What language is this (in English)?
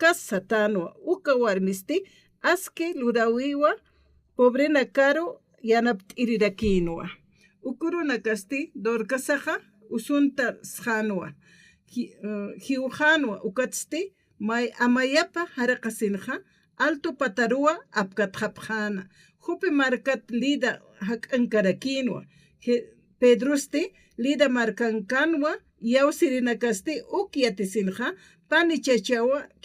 Aymara